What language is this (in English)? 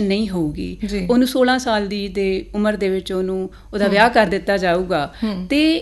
Punjabi